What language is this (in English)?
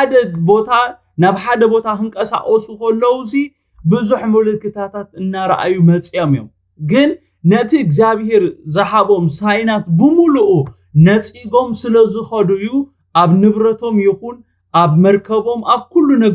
Tigrinya